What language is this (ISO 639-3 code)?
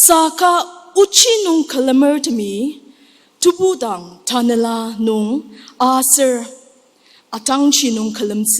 njo